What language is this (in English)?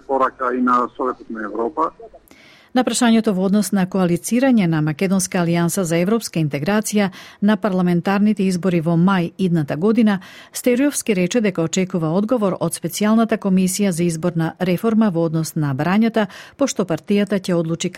Macedonian